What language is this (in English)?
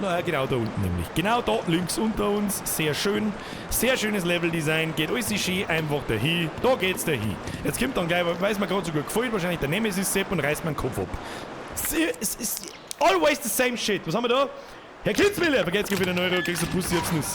Bavarian